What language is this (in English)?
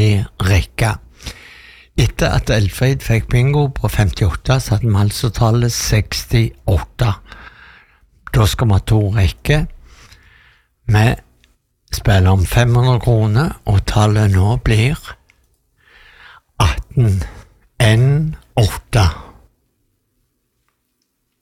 Norwegian